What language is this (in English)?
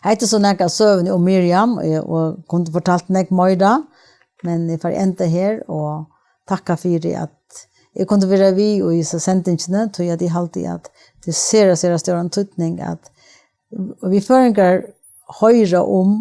Faroese